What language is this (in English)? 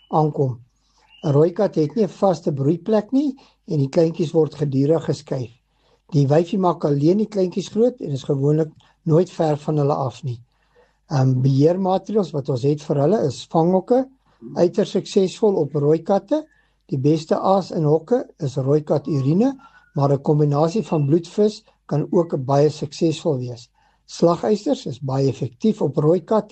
Afrikaans